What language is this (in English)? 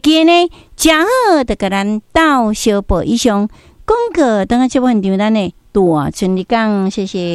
Min Nan Chinese